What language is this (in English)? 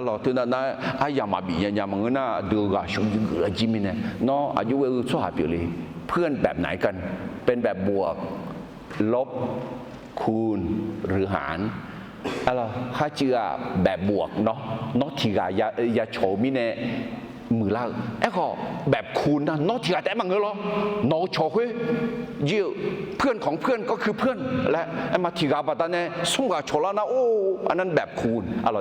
Akha